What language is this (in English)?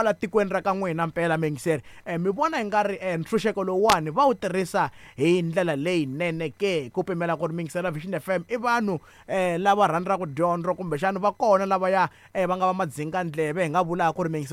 Tsonga